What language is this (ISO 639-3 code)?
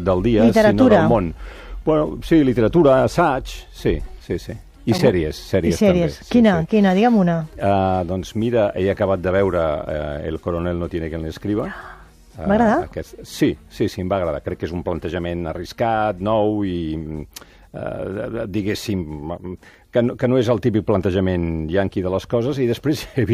cat